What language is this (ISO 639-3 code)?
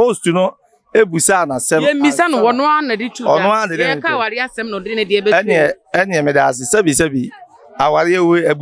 aka